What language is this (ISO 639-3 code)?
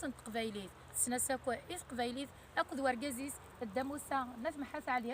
kab